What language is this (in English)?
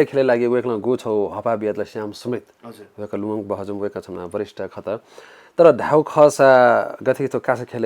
Newari